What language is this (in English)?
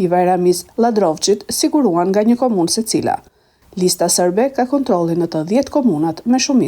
Albanian